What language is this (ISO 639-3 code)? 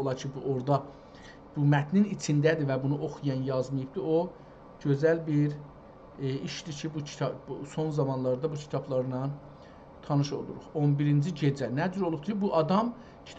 azb